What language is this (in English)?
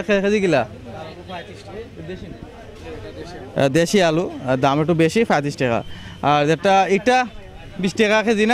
Sylheti